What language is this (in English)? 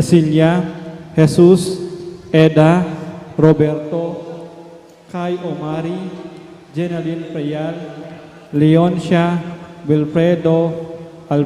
Pampanga